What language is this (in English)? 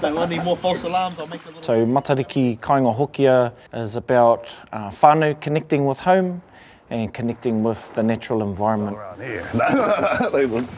Māori